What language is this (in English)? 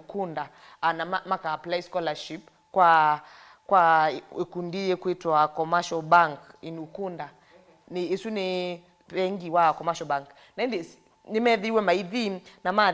Kamba